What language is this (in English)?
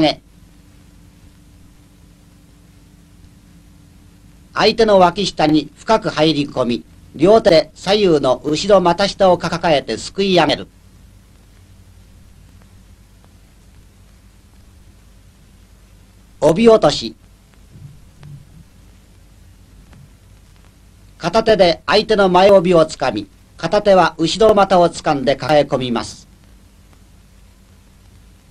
Japanese